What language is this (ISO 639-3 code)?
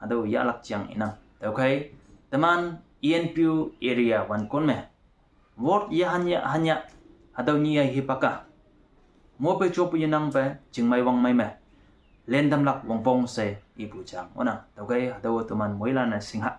nbe